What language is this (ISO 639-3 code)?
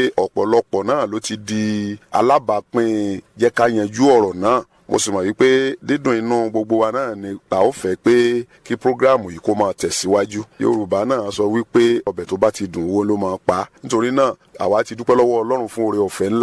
yor